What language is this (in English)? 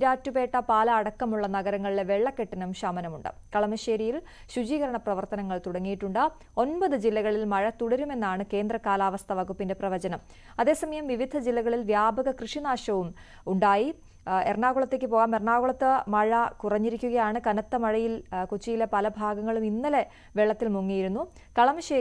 Malayalam